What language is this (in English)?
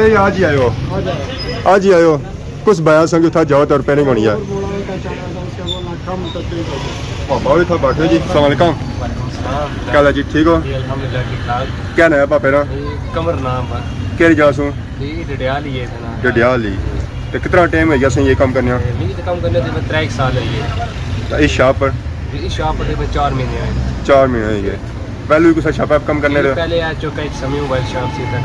Pahari-Potwari